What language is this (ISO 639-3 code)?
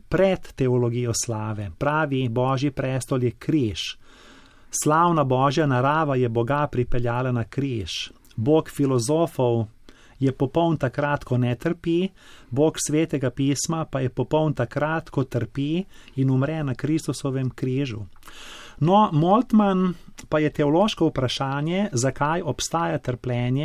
slv